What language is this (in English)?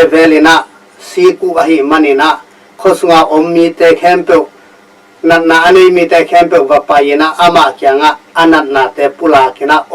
Tedim Chin